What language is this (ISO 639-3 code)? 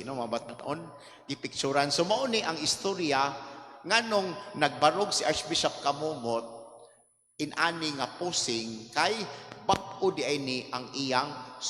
ceb